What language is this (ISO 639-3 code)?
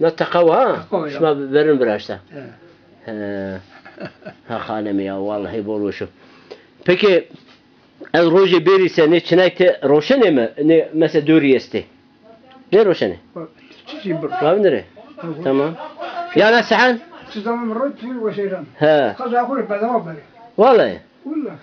zza